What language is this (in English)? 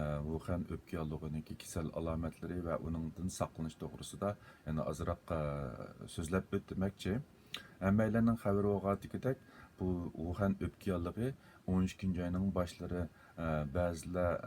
Uyghur